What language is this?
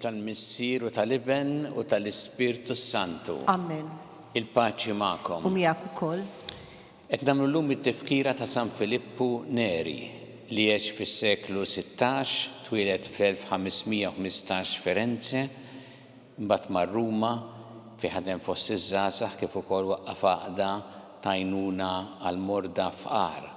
Maltese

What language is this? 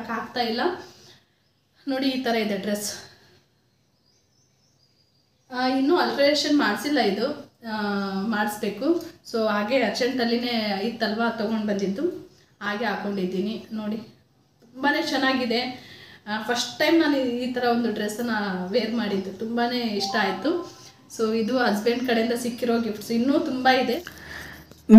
Kannada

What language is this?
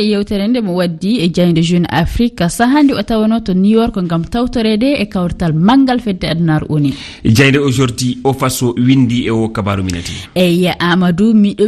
Fula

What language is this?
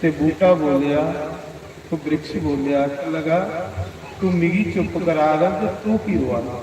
Dogri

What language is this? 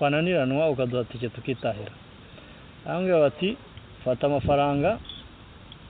Kinyarwanda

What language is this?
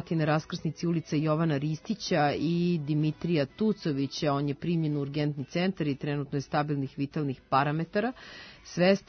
Serbian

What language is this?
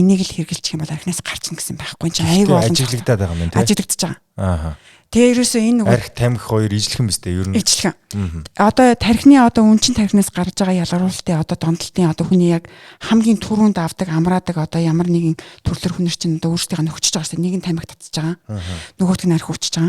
Mongolian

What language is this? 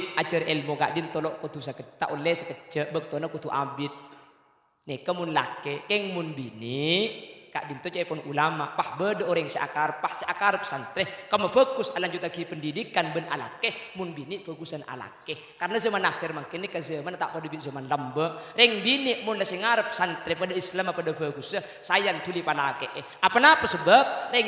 Madurese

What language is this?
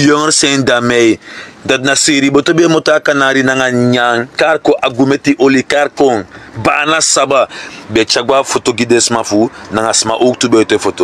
Sranan Tongo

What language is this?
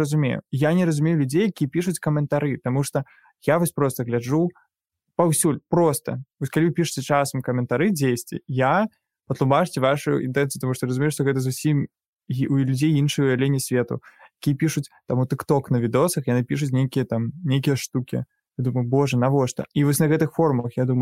Belarusian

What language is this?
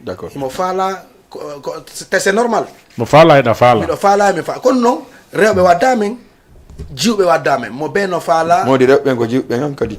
Fula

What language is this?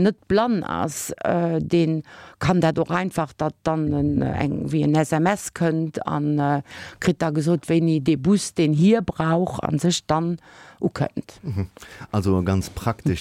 Luxembourgish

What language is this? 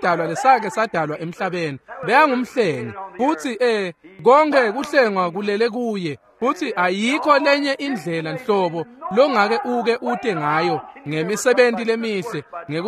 Swati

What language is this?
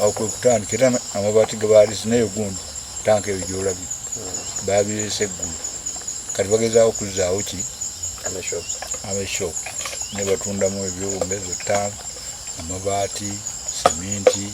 Ganda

